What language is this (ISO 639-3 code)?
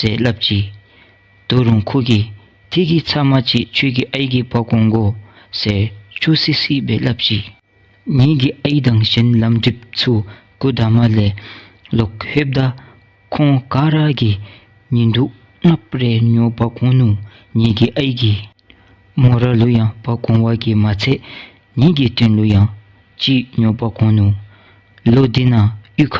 dzo